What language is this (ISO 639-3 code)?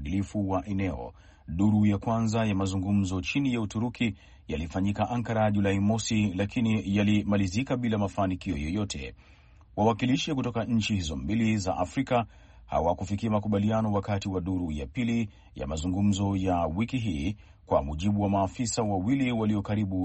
swa